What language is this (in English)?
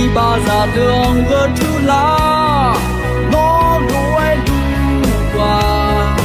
Akha